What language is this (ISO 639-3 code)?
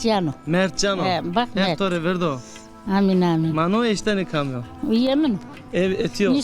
zza